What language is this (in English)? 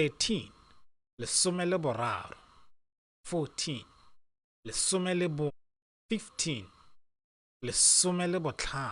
Tswana